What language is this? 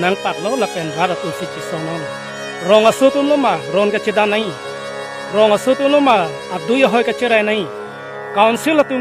Karbi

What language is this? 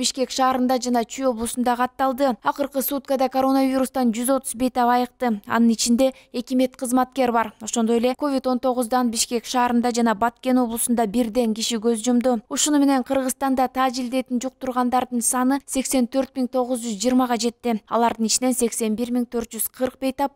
Kyrgyz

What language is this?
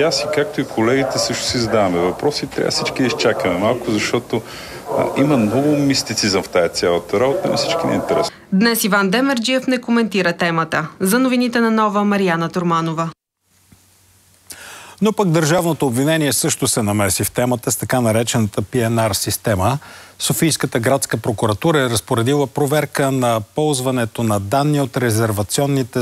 Bulgarian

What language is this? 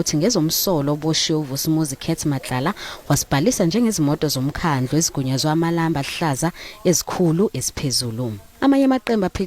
Zulu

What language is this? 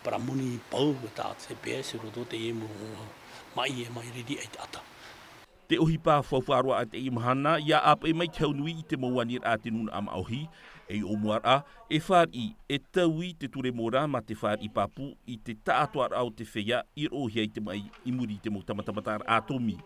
Tahitian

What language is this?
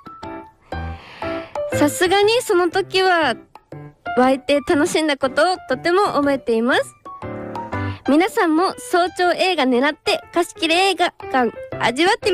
Japanese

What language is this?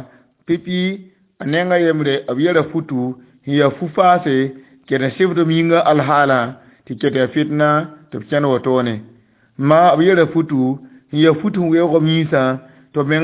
Mossi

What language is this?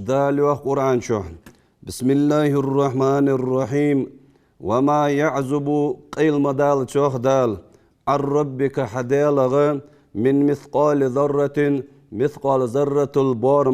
Ingush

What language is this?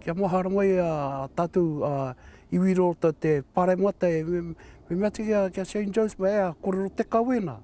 Māori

